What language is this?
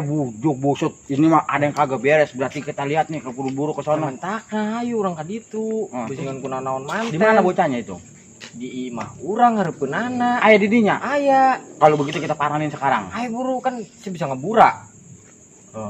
Betawi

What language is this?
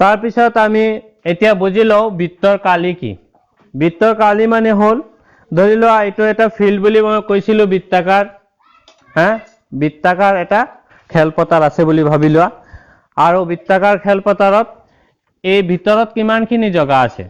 Assamese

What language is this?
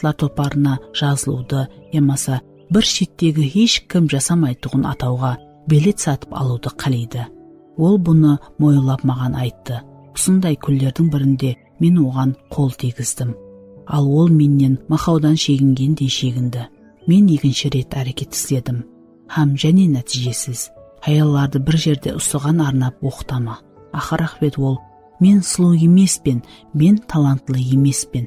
Kara-Kalpak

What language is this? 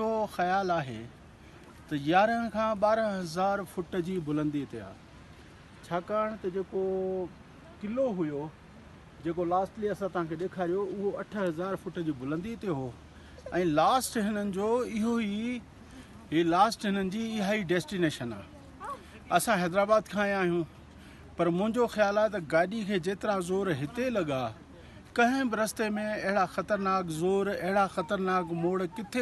Sindhi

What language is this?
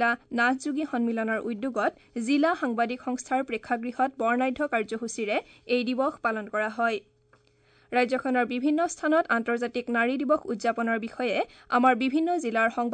Assamese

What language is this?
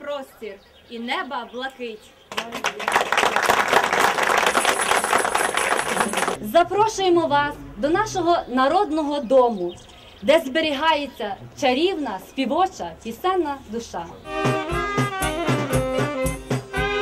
Ukrainian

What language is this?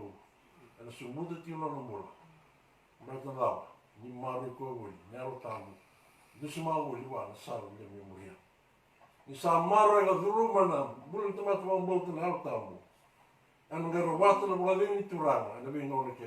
Fijian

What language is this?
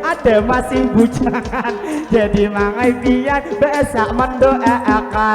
Banjar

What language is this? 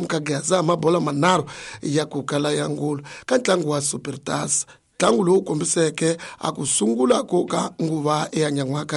Tsonga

